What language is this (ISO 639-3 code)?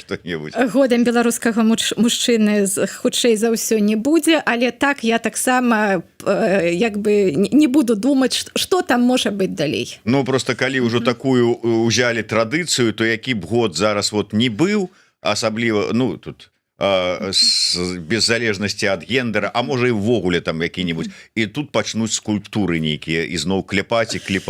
bel